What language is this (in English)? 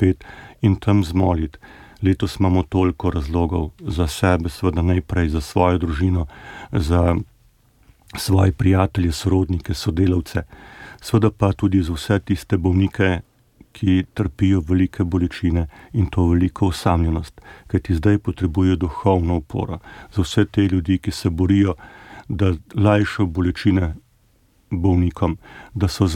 Slovenian